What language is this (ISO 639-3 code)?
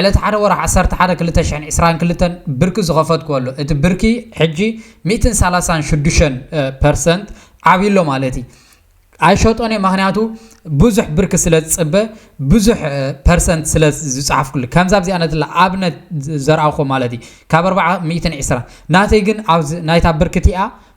tir